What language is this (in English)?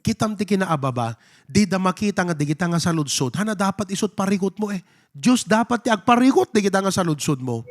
Iloko